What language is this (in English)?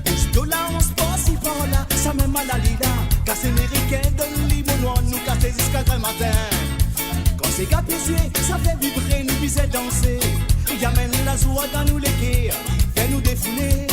Morisyen